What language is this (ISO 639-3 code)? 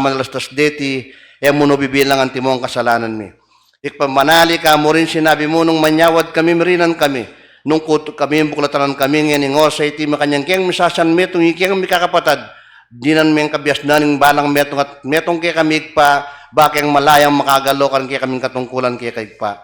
pam